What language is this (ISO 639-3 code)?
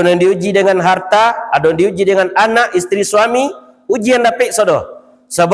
min